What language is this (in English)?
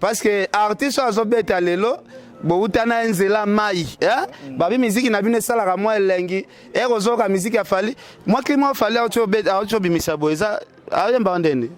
Lingala